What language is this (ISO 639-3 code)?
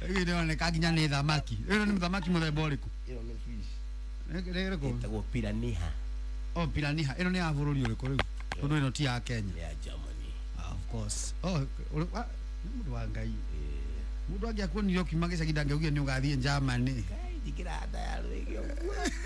kik